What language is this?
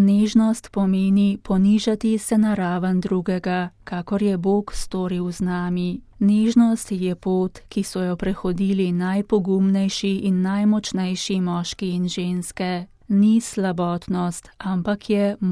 Slovenian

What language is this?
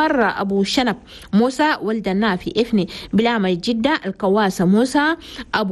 Chadian Arabic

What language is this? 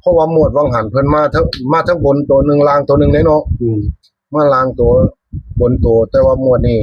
Northeastern Thai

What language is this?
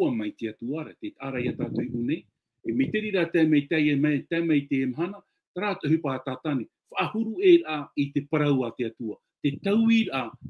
Tahitian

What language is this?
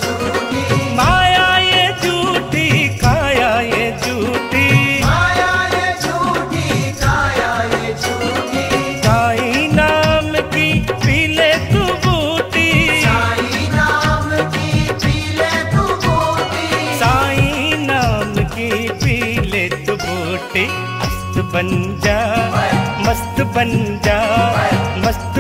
Hindi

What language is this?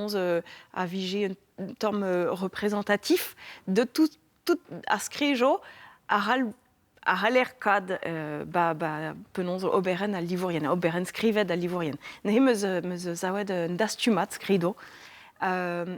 Breton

